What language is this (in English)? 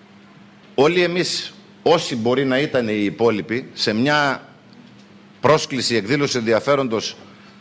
Greek